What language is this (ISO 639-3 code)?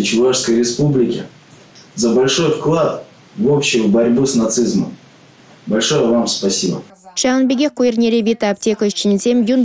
chv